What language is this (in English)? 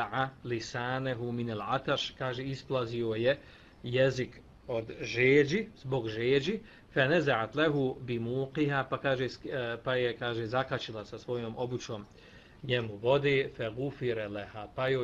Bosnian